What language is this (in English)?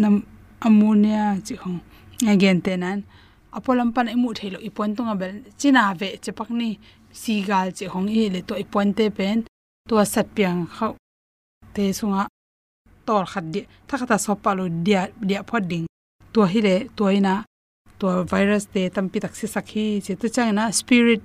Tedim Chin